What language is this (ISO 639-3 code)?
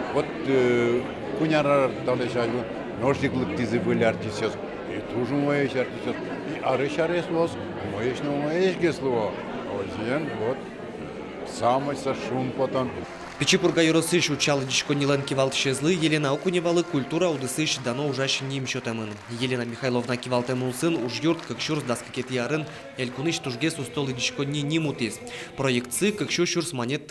udm